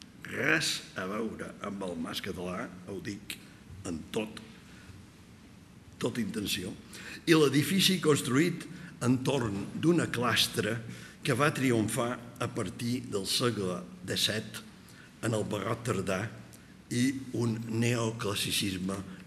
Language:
Catalan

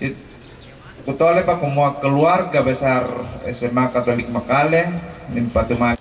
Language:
Toraja-Sa'dan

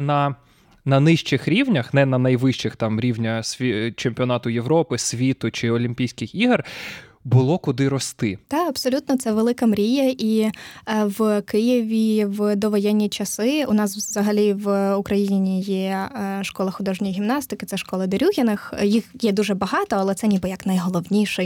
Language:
Ukrainian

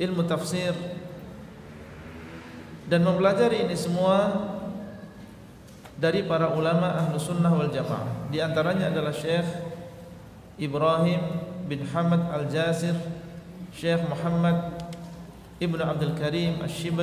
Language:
Indonesian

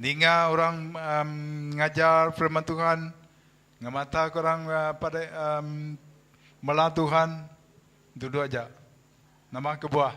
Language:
Iban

